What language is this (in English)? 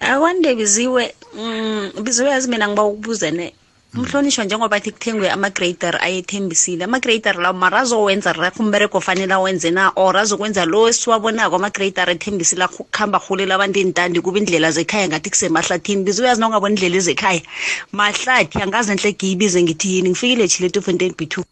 South Ndebele